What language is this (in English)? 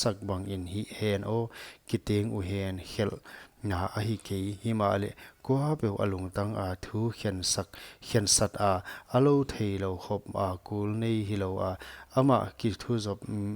Paite Chin